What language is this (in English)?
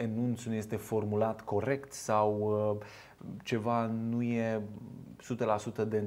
Romanian